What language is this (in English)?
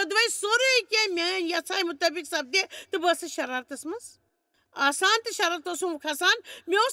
Kashmiri